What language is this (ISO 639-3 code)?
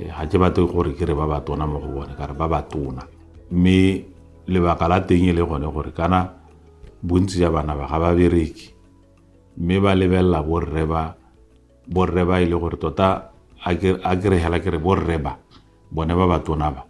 tsn